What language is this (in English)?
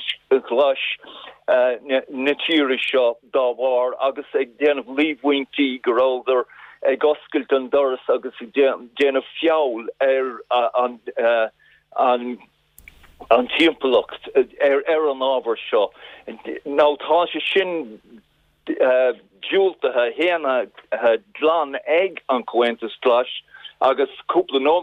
Irish